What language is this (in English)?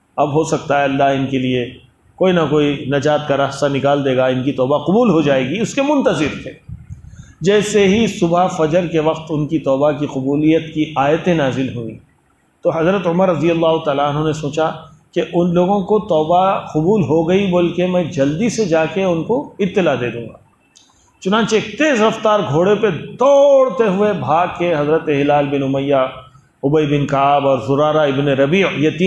Urdu